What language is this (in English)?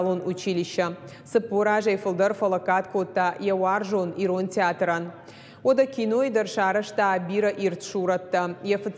Ossetic